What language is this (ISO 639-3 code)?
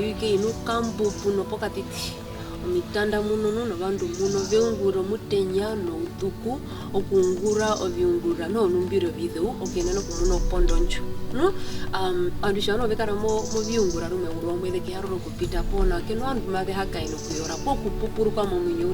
her